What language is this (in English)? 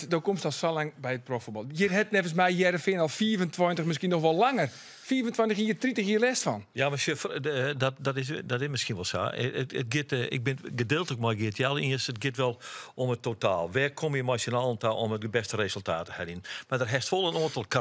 Western Frisian